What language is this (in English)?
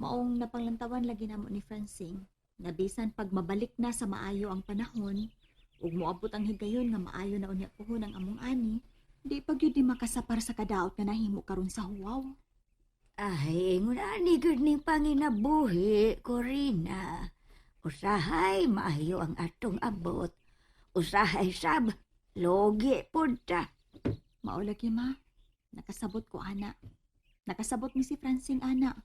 Cebuano